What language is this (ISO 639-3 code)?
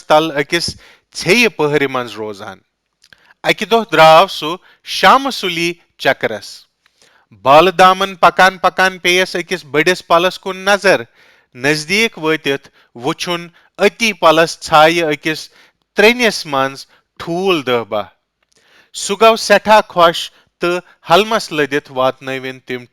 kas